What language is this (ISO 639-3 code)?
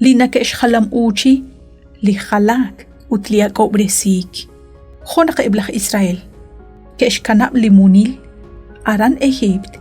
kek